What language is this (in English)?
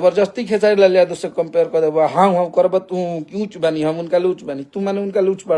Bhojpuri